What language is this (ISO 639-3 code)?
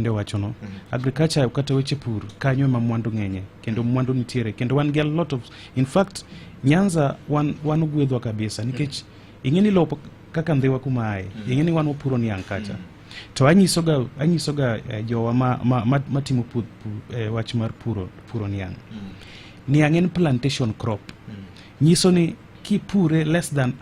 luo